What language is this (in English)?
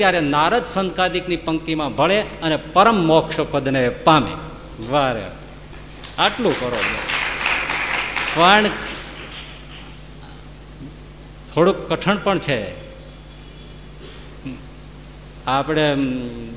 Gujarati